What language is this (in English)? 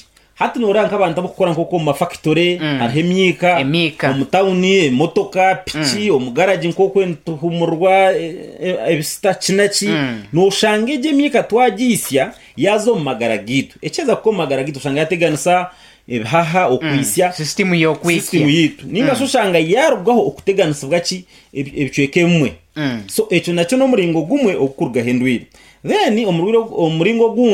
Nyankole